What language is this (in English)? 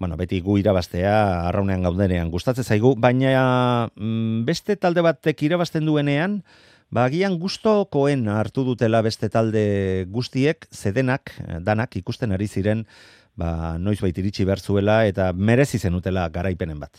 Basque